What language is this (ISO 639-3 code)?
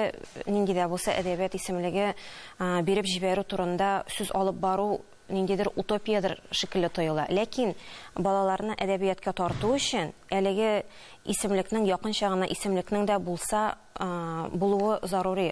tat